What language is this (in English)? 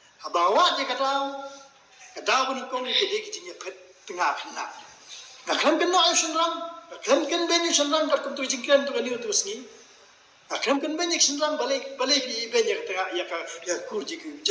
Khasi